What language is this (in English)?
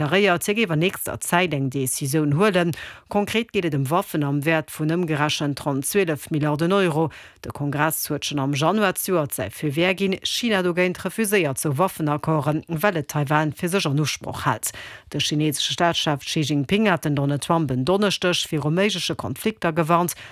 Luxembourgish